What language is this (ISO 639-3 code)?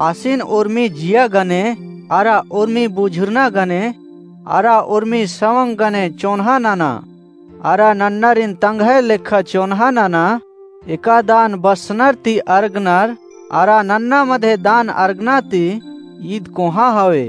kru